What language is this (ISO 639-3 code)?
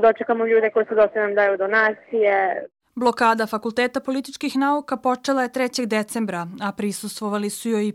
srp